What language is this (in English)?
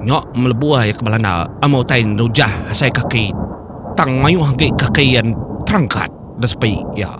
Iban